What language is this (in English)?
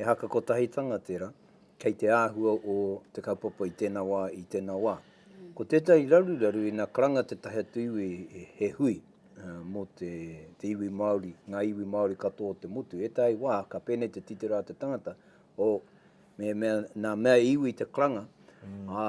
Māori